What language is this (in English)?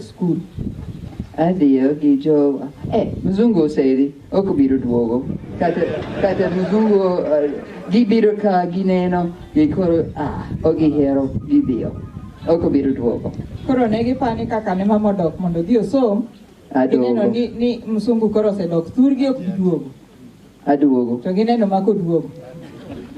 Luo (Kenya and Tanzania)